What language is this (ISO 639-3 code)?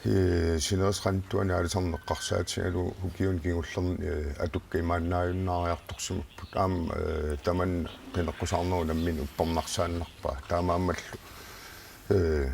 kal